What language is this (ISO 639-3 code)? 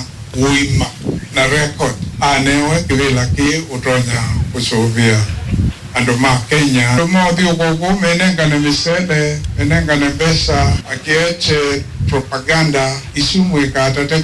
kam